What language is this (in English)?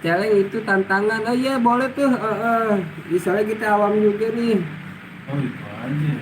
Betawi